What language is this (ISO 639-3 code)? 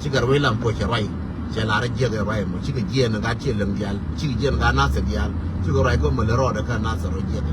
nus